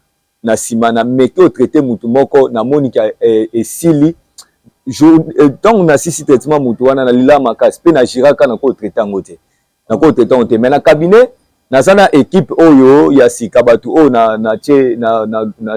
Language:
Lingala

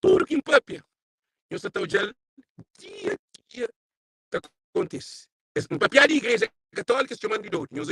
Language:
Kabuverdianu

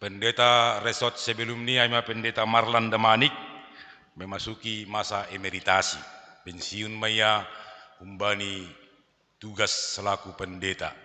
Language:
Batak Simalungun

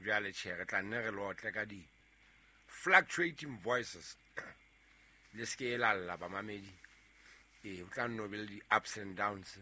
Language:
Southern Sotho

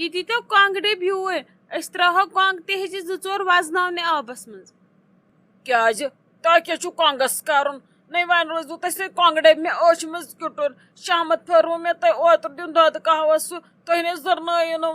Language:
Kashmiri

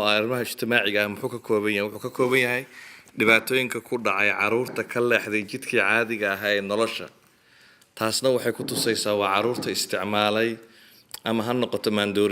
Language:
Somali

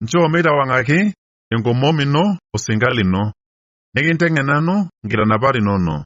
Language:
Masai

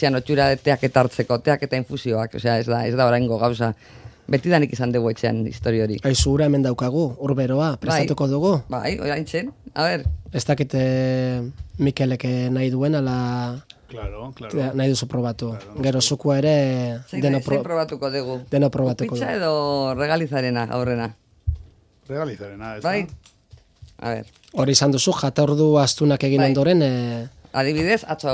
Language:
Basque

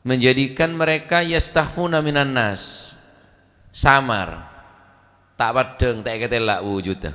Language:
Madurese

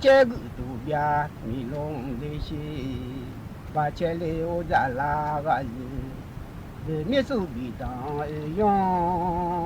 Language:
Akha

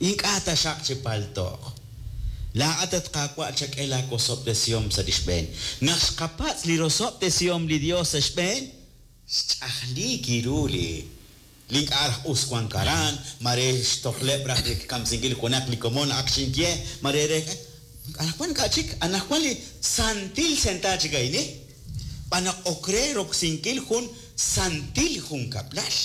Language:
Kekchí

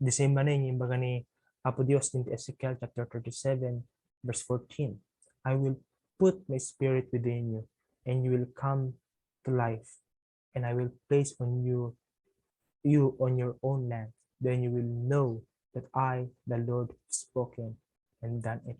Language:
Iloko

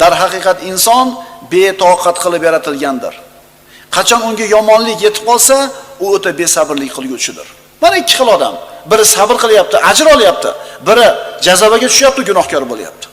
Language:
Uzbek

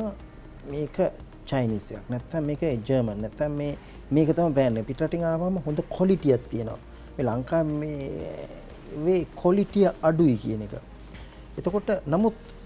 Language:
Sinhala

